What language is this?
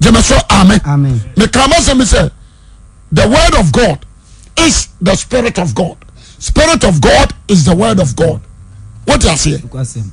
Akan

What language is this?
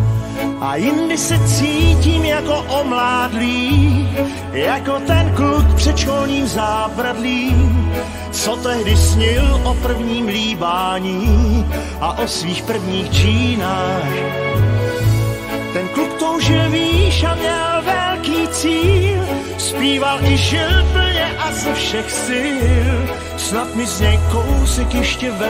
Czech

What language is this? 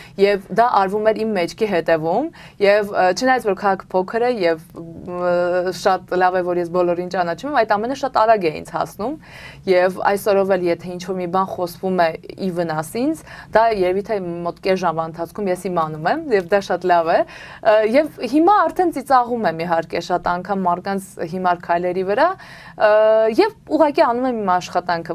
Armenian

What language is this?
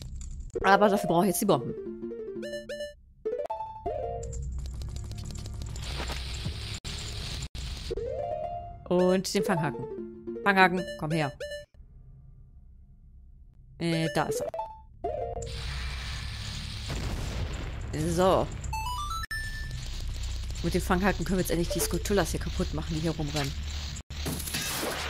German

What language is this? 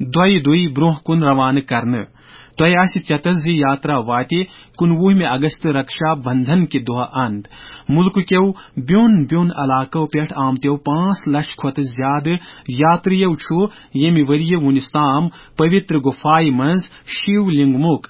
Kashmiri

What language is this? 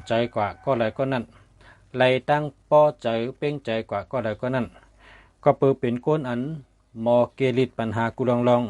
Shan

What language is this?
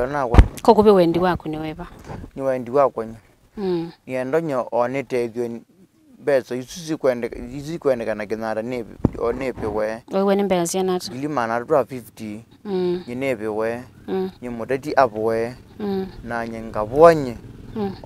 Kamba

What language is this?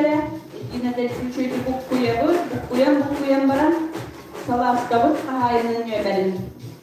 Yakut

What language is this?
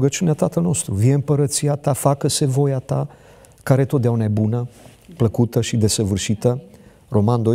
Romanian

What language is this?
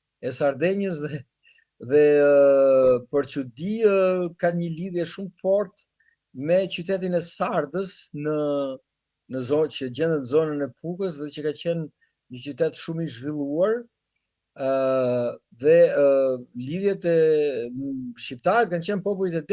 Albanian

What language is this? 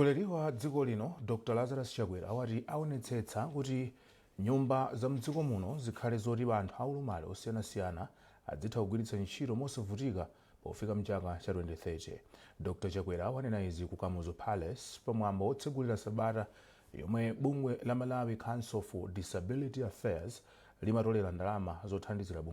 Nyanja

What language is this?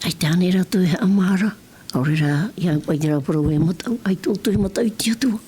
Tahitian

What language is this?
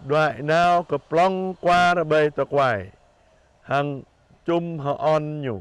Jarai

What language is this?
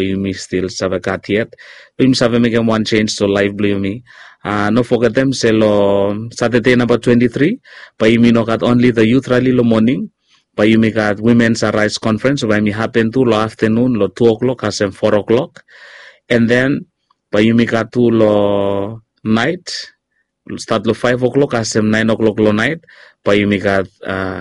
Bislama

